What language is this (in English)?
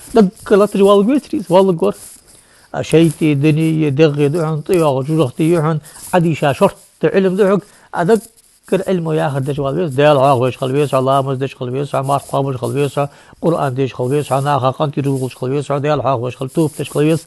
Ingush